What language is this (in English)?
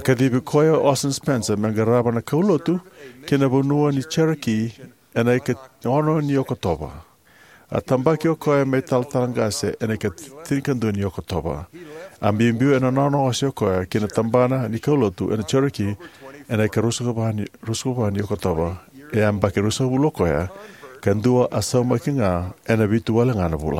Fijian